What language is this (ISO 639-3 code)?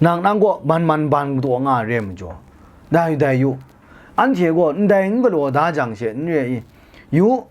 kac